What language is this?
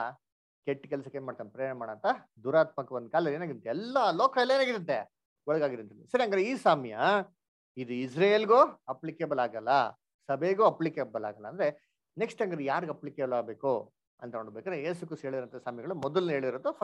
Kannada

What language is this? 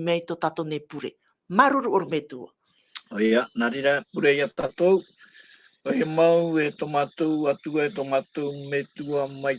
Tahitian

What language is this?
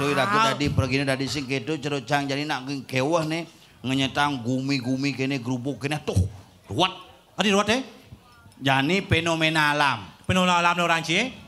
Balinese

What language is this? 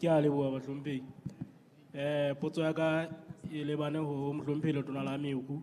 Southern Sotho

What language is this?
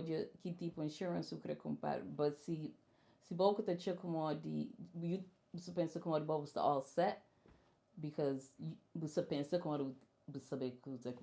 Kabuverdianu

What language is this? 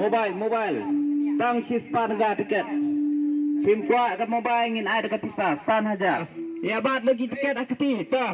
Khasi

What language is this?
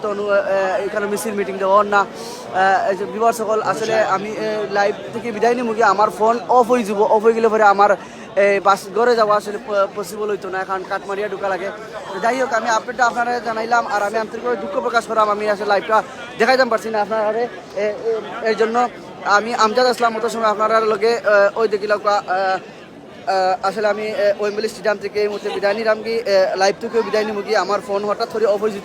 Sylheti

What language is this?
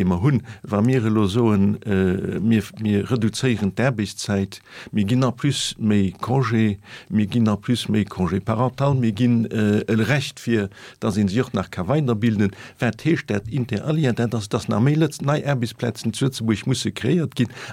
Luxembourgish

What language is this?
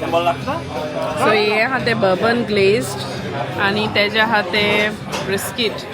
Konkani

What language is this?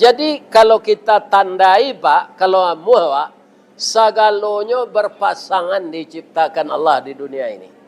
Minangkabau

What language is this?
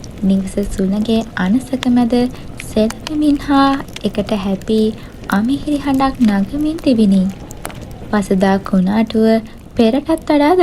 Sinhala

